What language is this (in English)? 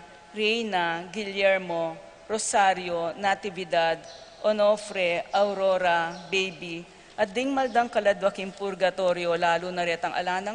Pampanga